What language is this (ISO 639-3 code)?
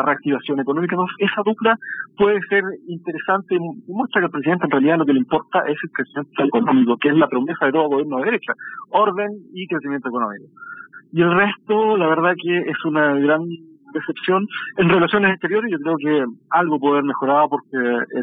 spa